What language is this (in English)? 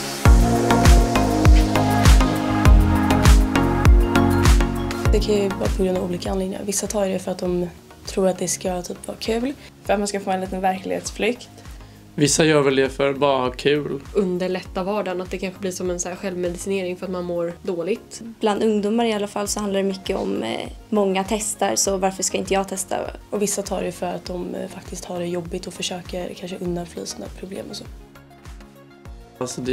Swedish